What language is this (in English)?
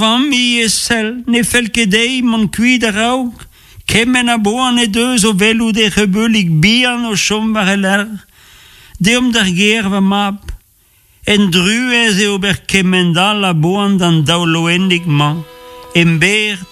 Breton